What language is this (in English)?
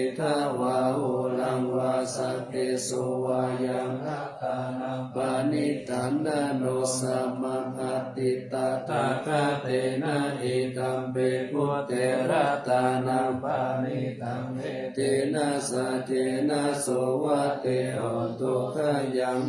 Pali